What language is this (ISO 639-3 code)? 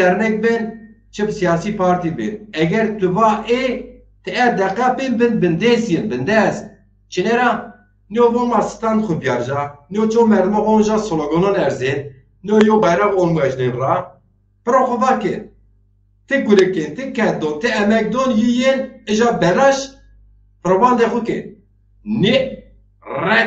zza